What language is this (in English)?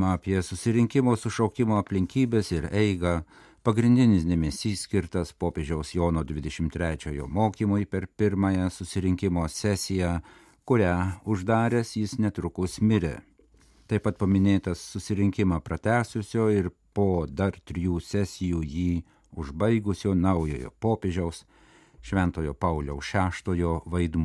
Lithuanian